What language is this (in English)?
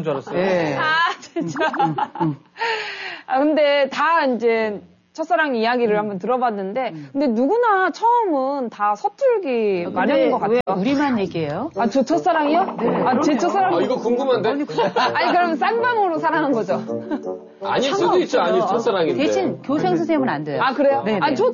Korean